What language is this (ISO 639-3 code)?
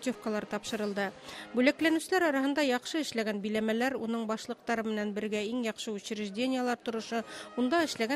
bak